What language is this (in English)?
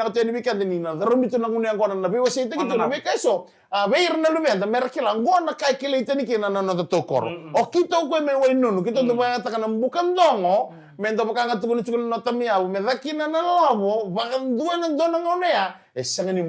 Fijian